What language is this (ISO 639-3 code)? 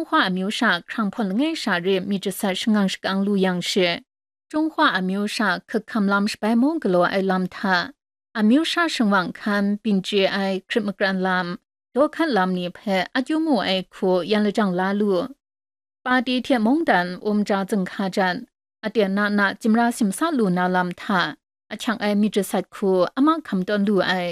kac